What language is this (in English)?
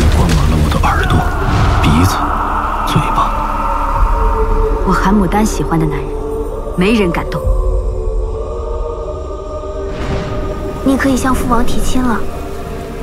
Chinese